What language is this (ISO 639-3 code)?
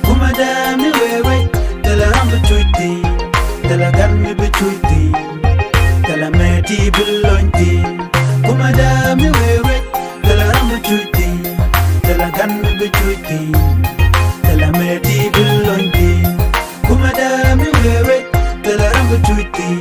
nus